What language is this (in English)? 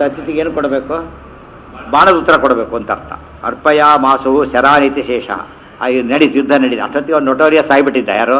Kannada